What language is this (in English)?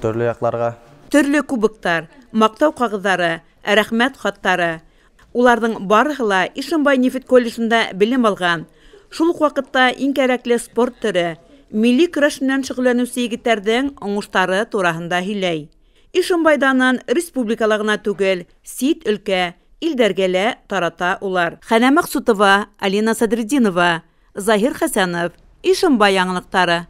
Bashkir